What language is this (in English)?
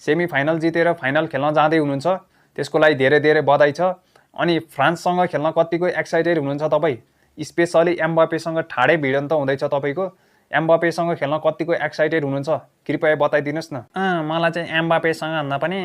Nepali